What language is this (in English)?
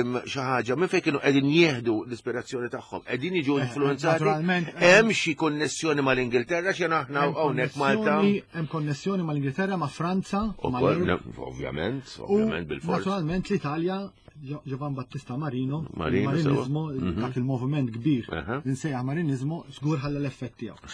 Maltese